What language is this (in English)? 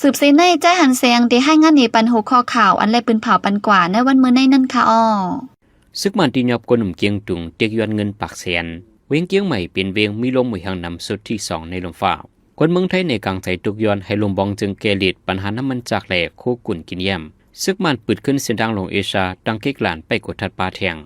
Shan